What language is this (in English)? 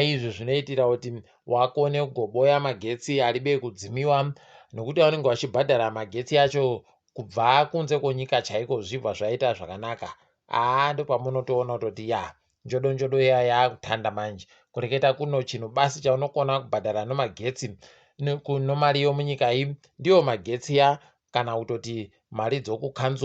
Ndau